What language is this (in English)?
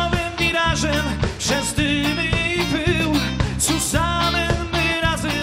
Silesian